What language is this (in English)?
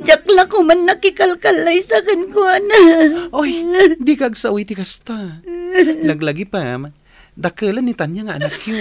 Iloko